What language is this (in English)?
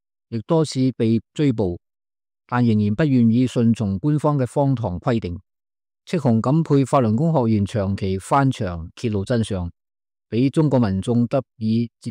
Cantonese